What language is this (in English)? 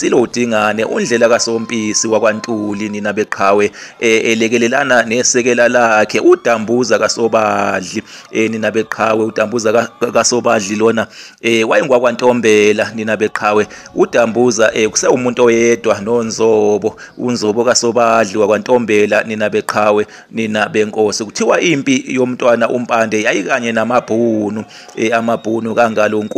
Zulu